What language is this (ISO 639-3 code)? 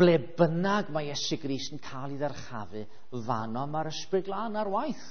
cym